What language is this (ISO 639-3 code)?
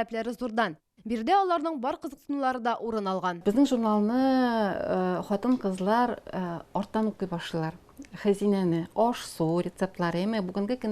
tat